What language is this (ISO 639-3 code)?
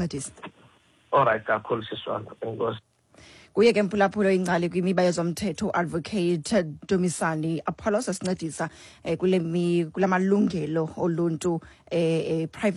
xho